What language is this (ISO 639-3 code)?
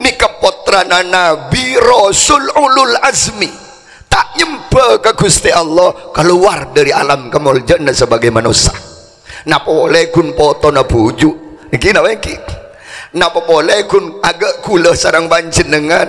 mad